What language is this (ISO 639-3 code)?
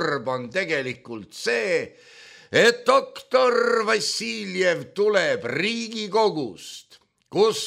est